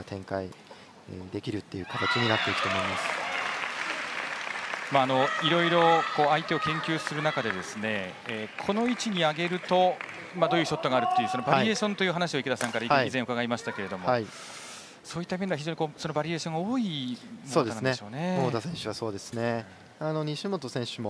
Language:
Japanese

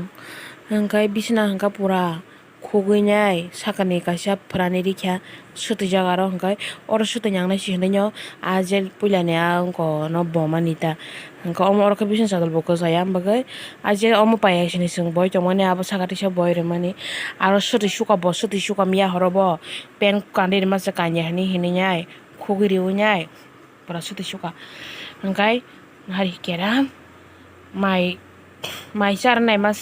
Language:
Kok Borok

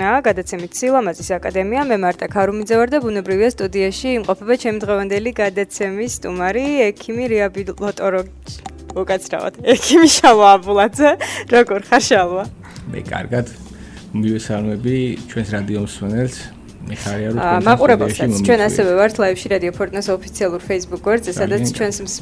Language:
Georgian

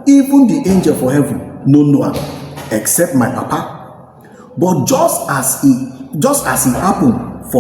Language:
Nigerian Pidgin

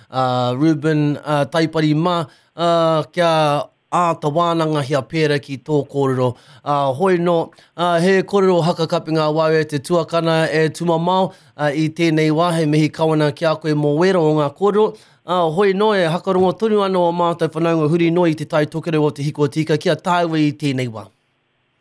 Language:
Māori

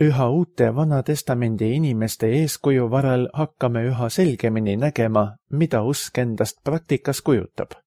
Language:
Estonian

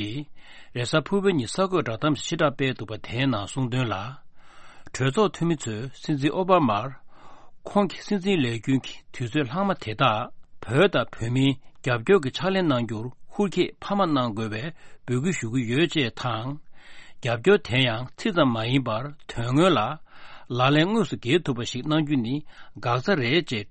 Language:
Tibetan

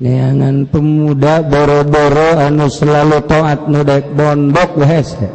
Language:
Sundanese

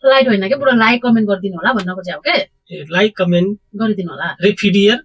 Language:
Nepali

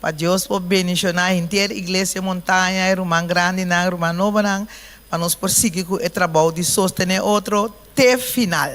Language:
Papiamento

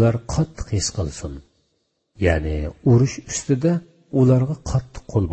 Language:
Uyghur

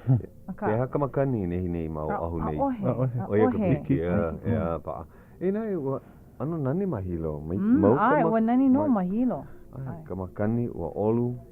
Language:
Hawaiian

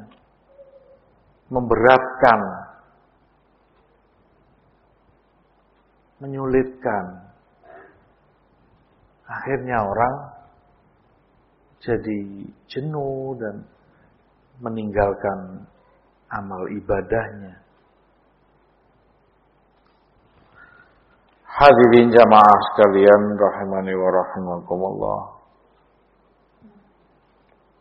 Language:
Indonesian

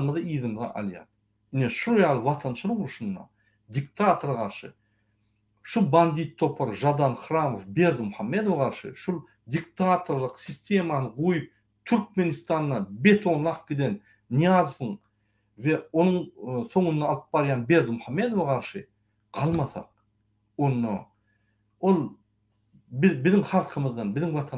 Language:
Turkmen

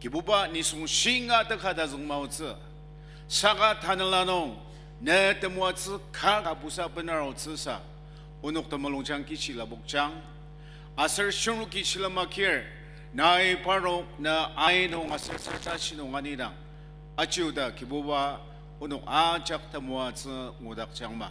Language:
Ao Naga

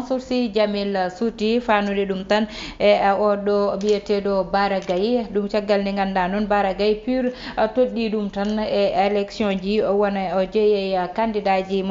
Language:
Fula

